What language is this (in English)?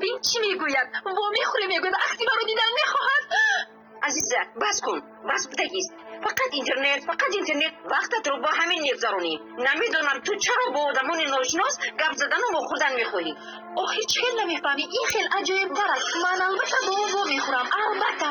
Tajik